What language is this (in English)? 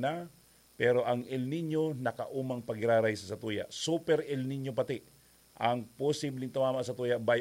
Bikol